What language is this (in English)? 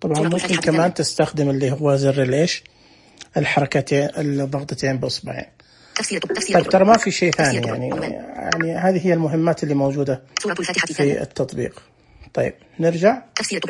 Najdi Arabic